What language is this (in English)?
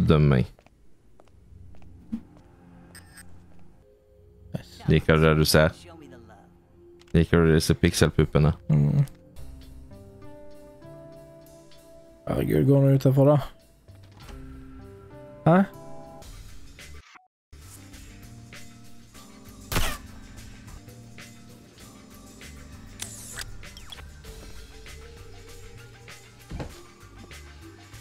Norwegian